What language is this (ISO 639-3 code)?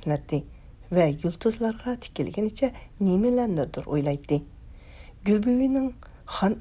uig